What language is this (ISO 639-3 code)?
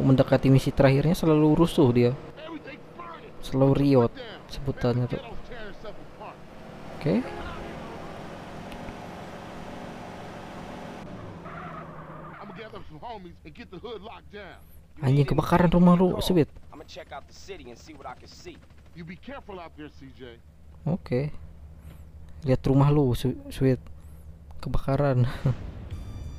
ind